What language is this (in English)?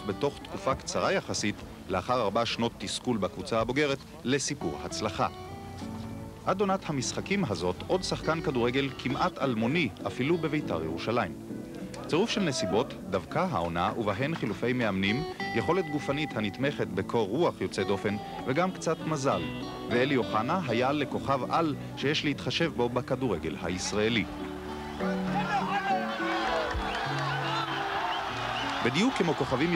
Hebrew